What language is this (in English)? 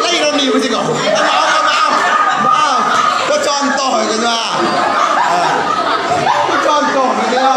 Minangkabau